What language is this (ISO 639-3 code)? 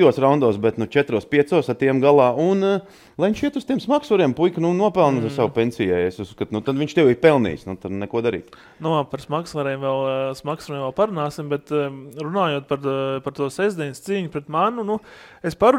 lav